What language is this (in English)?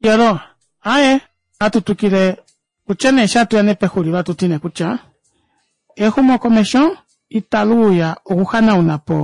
Kuanyama